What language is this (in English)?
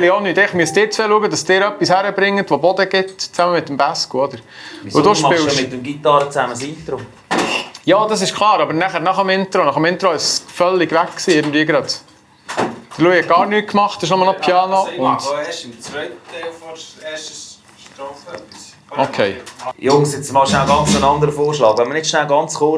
Swiss German